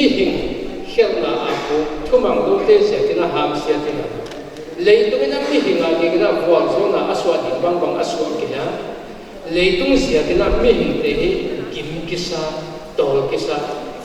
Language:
Paite Chin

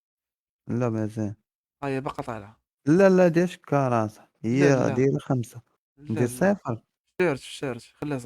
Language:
Moroccan Arabic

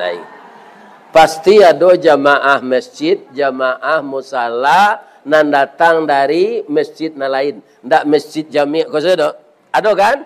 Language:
Minangkabau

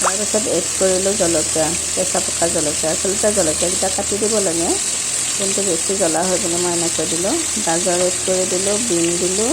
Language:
Assamese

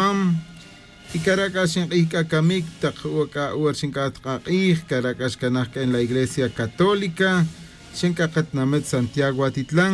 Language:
Tz'utujil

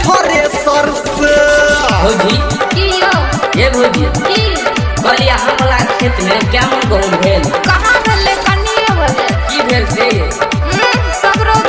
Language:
Maithili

